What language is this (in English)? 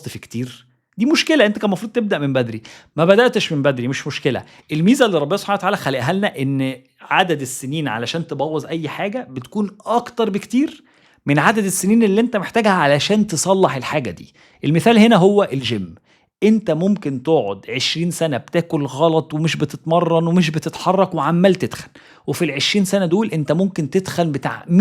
Egyptian Arabic